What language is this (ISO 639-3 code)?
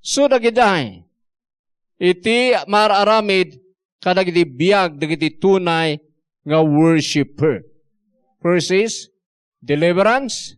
ilo